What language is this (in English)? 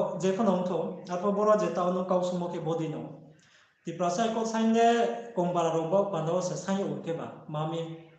Riang (India)